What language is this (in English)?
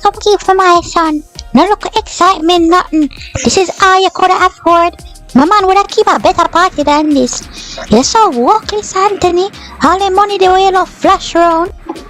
Jamaican Creole English